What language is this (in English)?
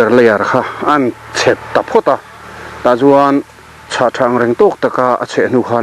Mizo